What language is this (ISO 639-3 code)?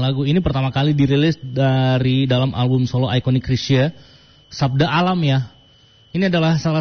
ind